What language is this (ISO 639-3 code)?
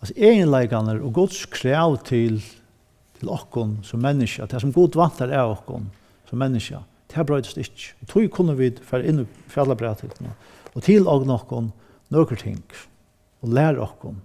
fao